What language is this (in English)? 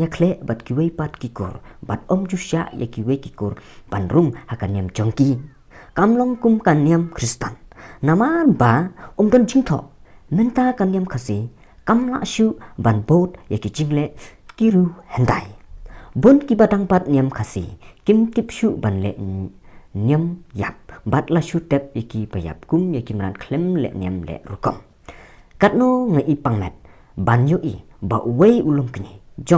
Khasi